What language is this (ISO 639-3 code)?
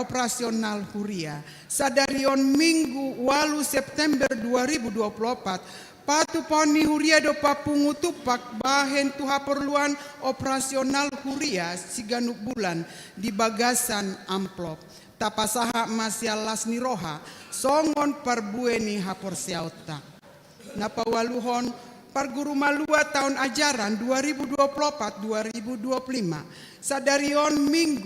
bbc